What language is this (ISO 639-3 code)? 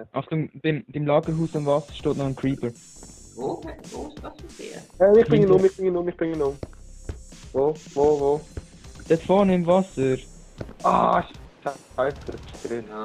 gsw